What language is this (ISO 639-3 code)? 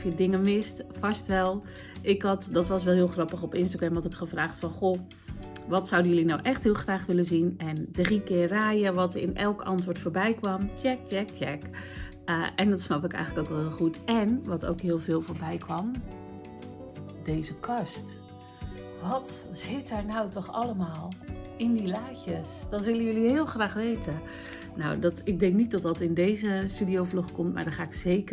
nld